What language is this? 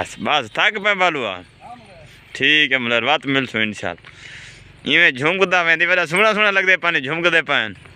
Saraiki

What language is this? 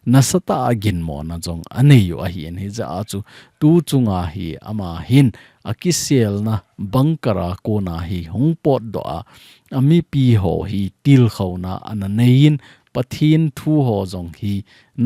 Thado Chin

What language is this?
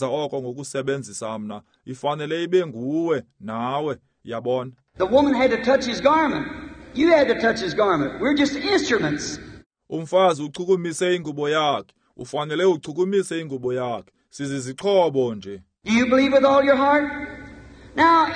Xhosa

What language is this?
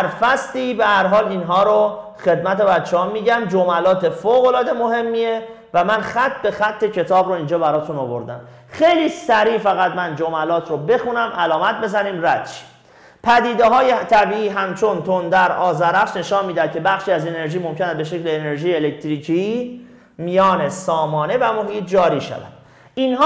Persian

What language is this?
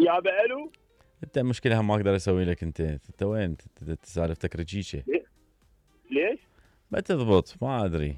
Mesopotamian Arabic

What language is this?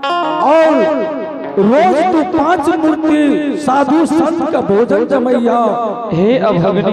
Angika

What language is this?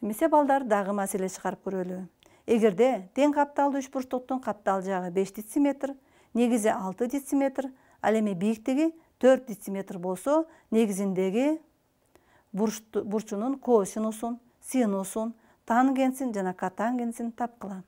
Kyrgyz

